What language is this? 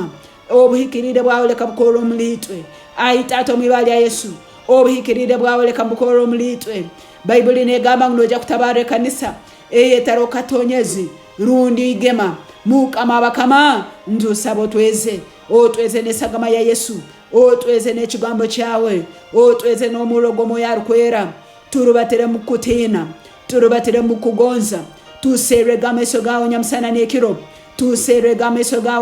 Tooro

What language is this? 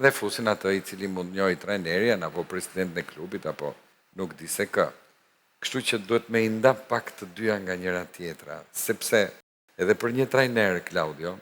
Albanian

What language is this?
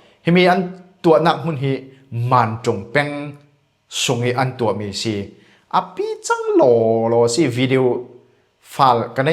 Falam Chin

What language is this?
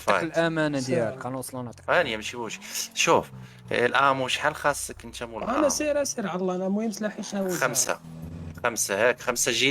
Moroccan Arabic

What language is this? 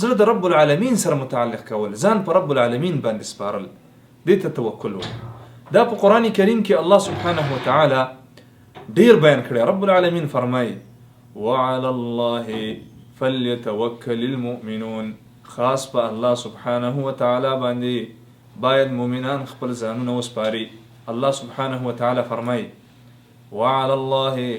Pashto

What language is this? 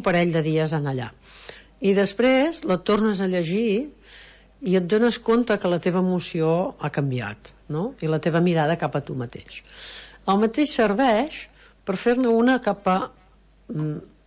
Catalan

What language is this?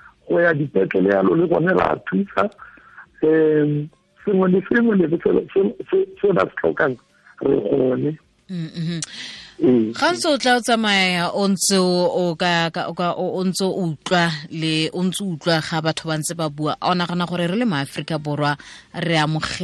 Tswana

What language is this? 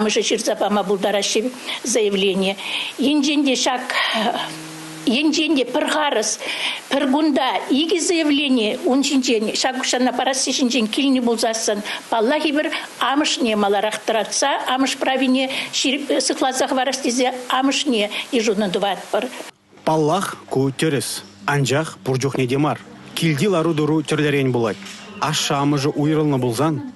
Chuvash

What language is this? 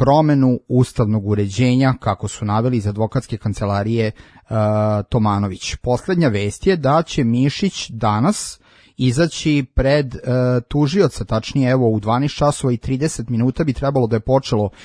Serbian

